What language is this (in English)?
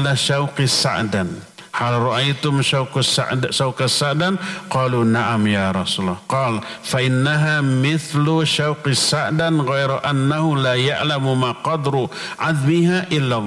Indonesian